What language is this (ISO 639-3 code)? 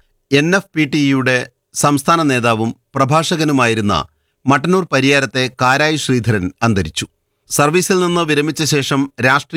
mal